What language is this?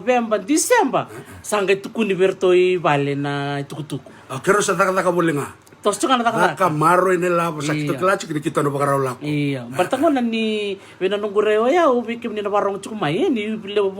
Fijian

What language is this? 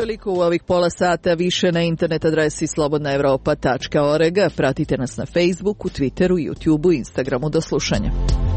Serbian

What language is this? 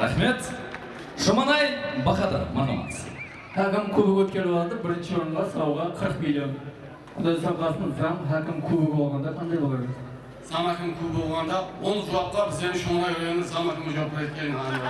Kara-Kalpak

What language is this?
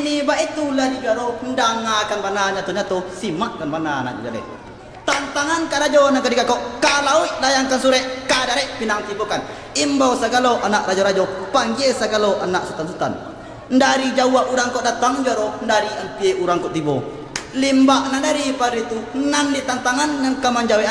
Minangkabau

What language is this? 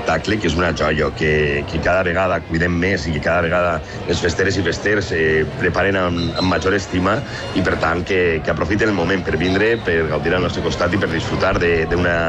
Catalan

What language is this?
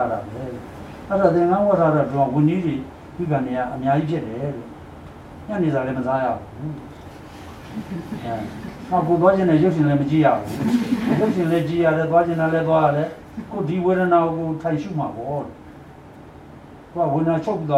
Burmese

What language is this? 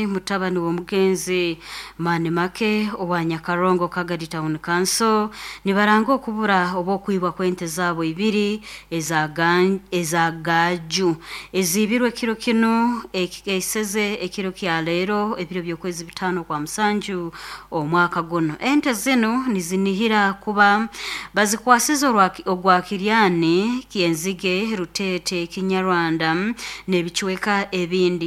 Nyoro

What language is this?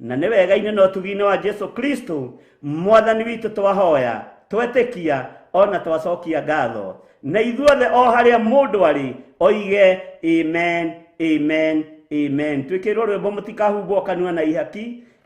Kikuyu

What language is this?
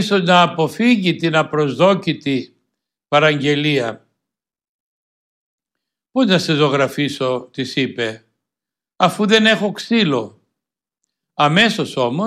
Greek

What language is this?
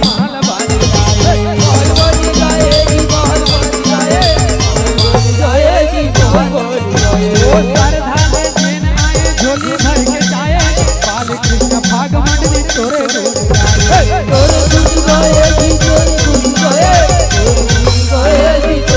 Chhattisgarhi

